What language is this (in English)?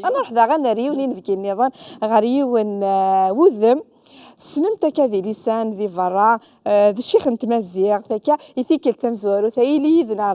Kabyle